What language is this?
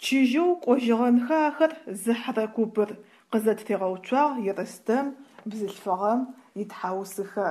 Adyghe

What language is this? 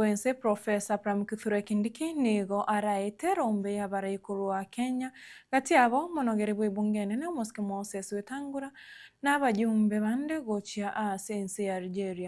Gusii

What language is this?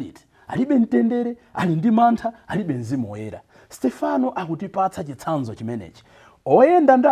Nyanja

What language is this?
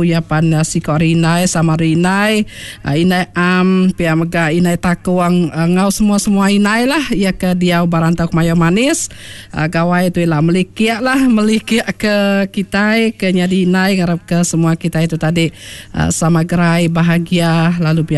Iban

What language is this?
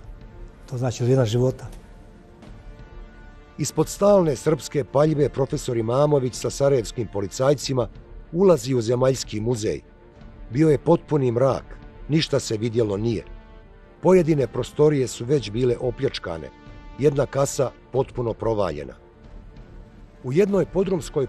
Bosnian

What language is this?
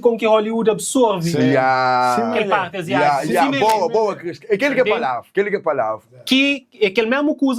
Kabuverdianu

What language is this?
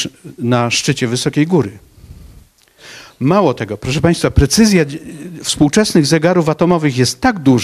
Polish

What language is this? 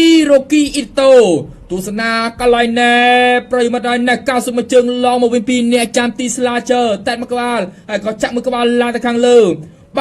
Khmer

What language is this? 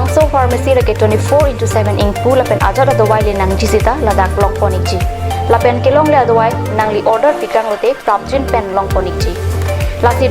Karbi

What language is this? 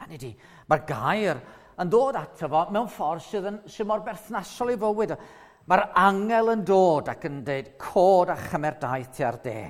Welsh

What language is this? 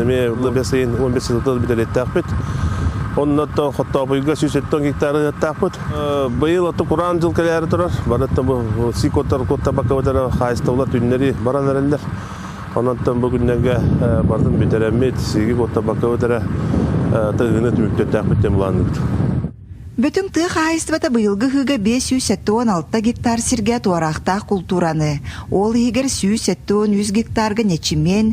Yakut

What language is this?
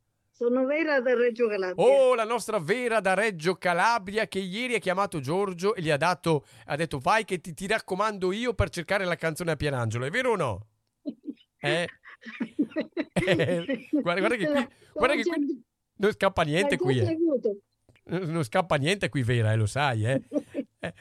Italian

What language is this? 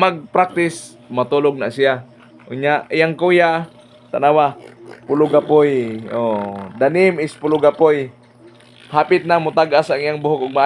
Cebuano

